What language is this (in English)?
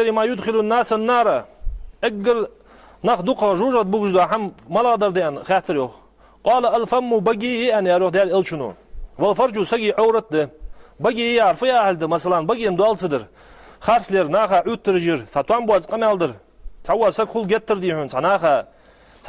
Ingush